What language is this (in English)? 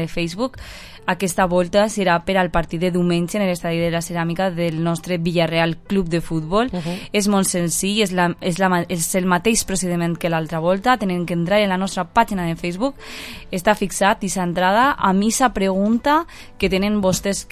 Catalan